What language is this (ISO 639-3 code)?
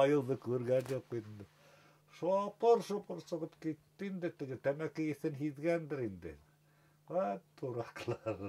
bak